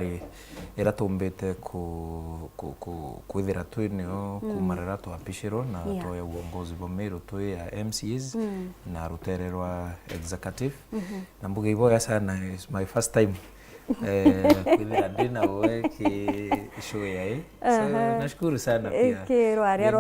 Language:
Meru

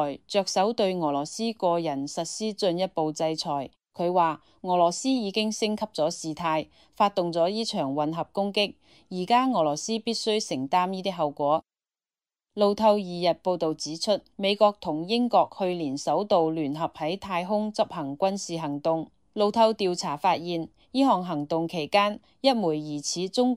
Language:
Cantonese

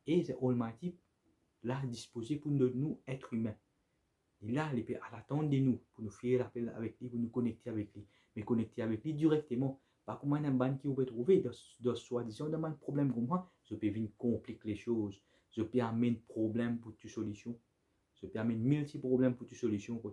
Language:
Morisyen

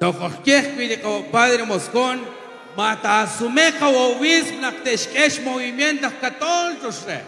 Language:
Kekchí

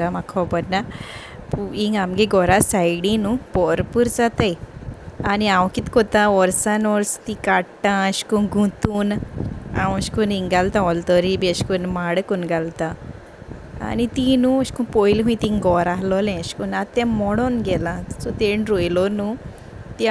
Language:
Konkani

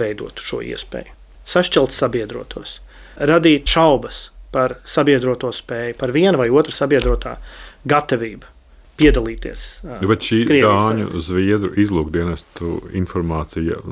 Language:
Latvian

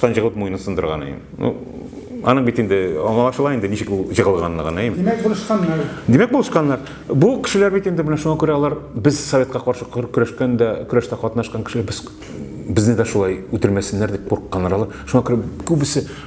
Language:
Tatar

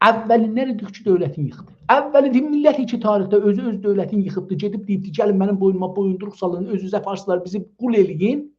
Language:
South Azerbaijani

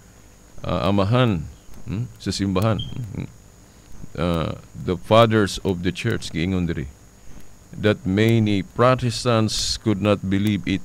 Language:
Cebuano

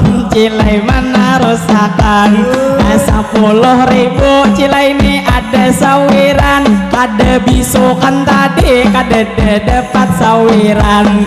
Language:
Banjar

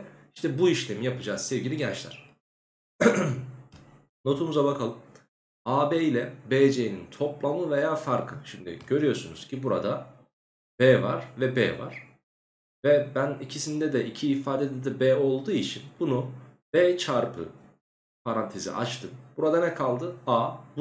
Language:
Turkish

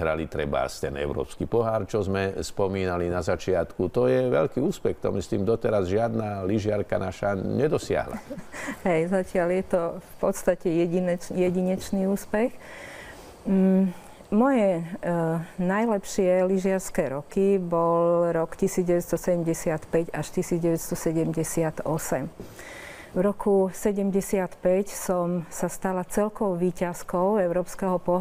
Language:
Slovak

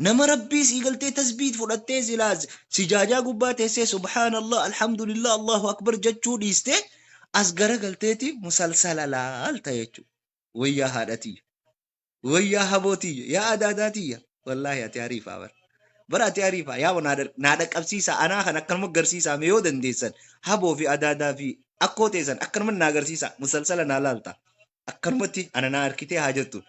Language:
Oromo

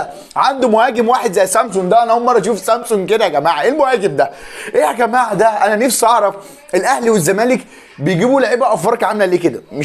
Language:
Egyptian Arabic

